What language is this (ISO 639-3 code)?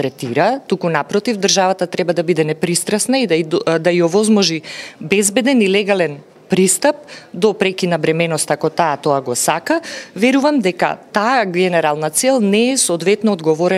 mkd